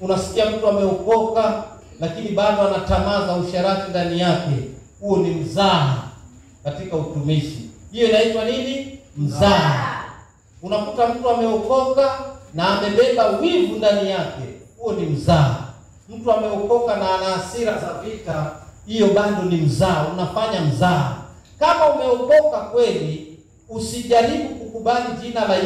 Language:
Swahili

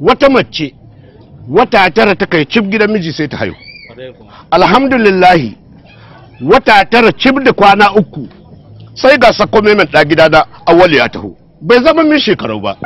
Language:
Hausa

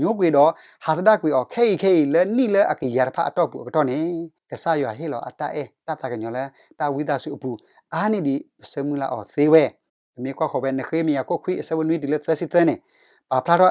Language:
S'gaw Karen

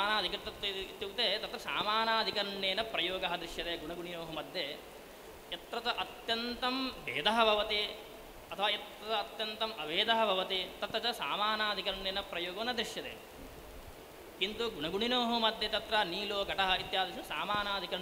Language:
Sanskrit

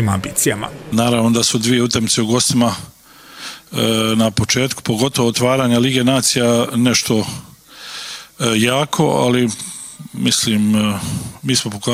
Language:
Croatian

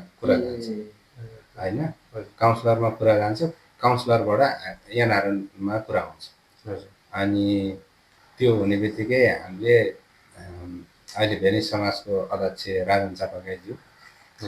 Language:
Nepali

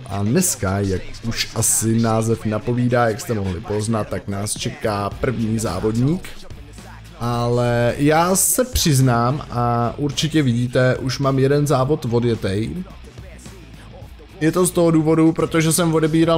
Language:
Czech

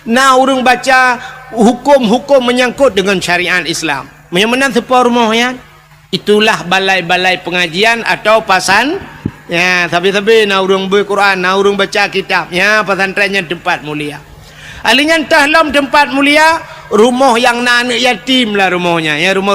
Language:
Achinese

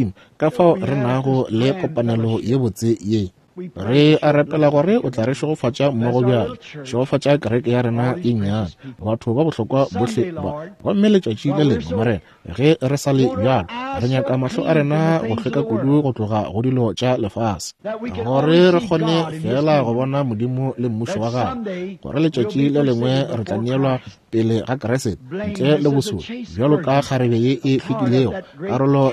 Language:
Northern Sotho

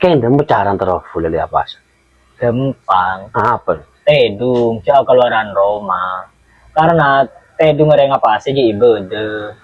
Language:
Madurese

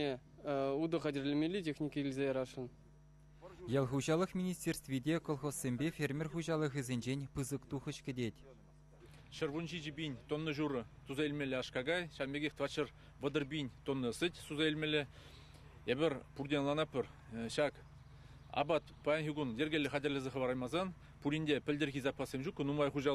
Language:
Chuvash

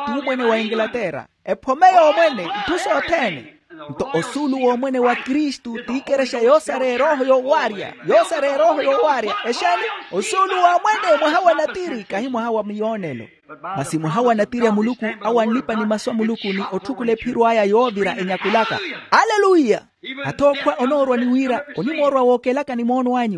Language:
Makhuwa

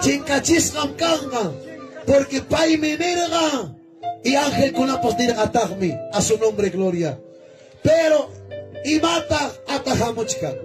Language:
Ayacucho Quechua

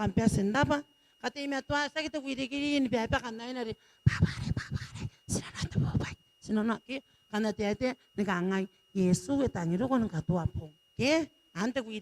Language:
Gilbertese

